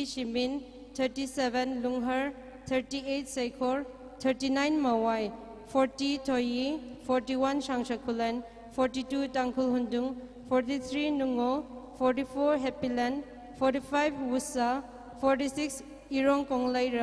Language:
Tangkhul Naga (India)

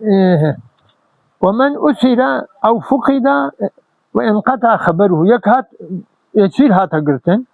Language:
Kurdish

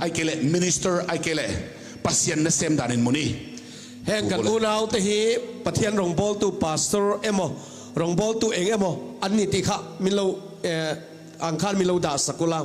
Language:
Tedim Chin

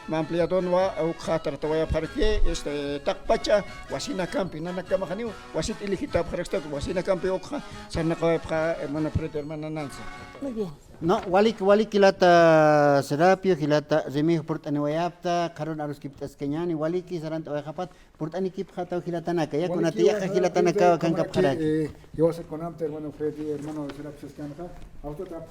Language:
Aymara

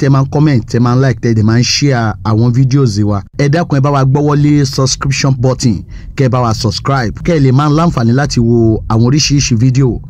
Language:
Yoruba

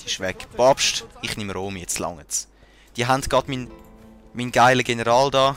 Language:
Swiss German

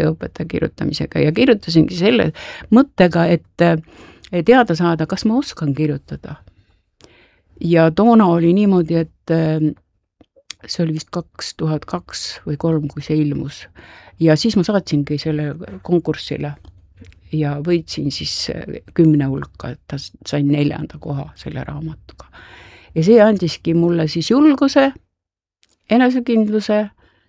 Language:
Estonian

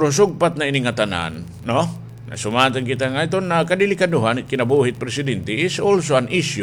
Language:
Waray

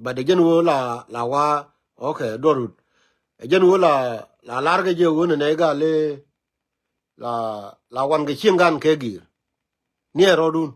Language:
Nuer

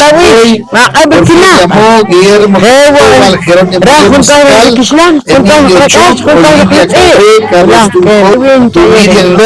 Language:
Poqomchi'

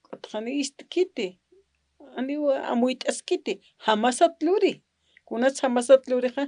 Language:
Aymara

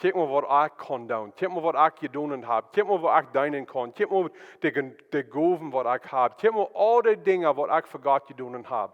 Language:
Plautdietsch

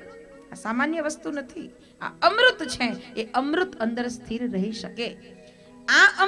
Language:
Gujarati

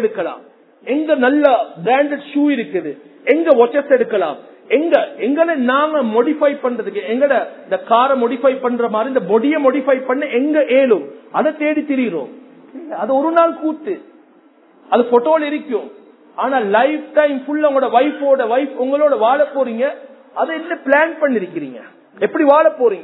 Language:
Tamil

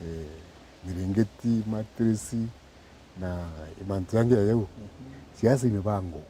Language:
Meru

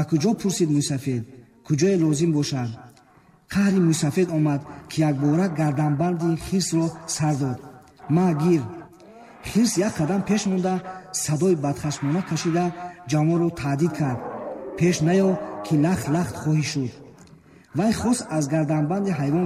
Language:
Tajik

